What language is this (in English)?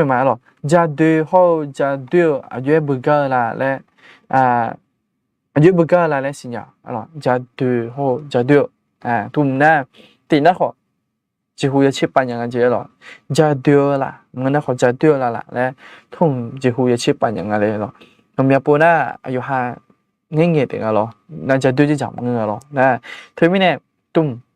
Akha